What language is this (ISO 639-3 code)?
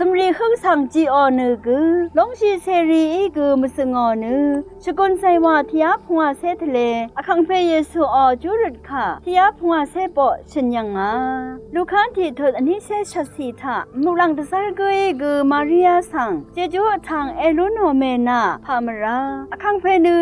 raw